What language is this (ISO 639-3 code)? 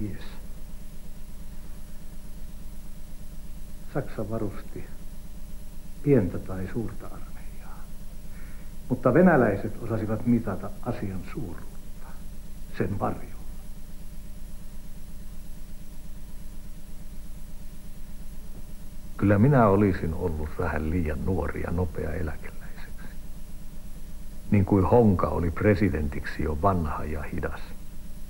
fin